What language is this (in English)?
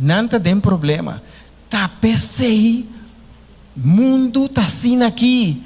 Papiamento